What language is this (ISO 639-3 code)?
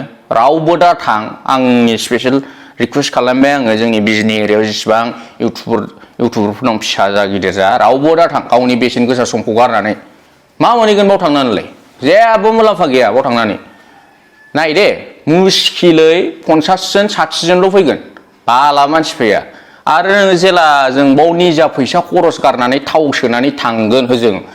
brx